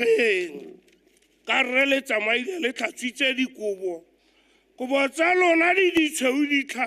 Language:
Tswana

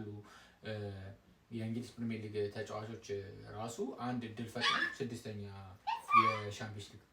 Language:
Amharic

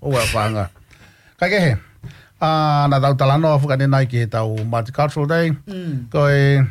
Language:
Tongan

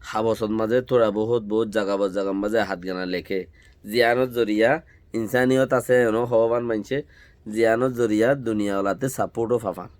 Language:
Rohingya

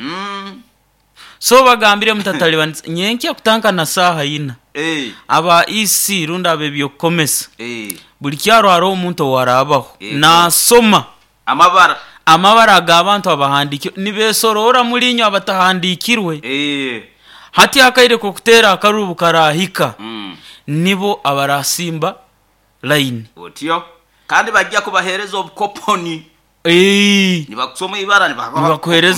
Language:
Nyoro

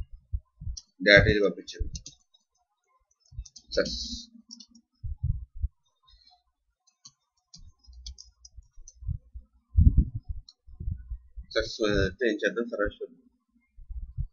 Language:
Telugu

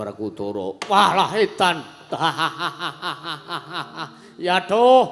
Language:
Javanese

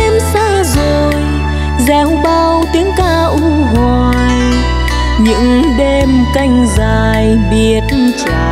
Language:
Vietnamese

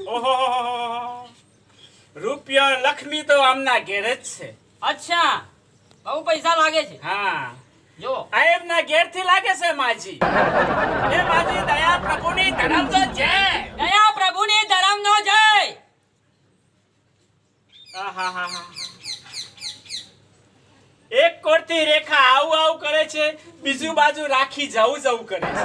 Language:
Gujarati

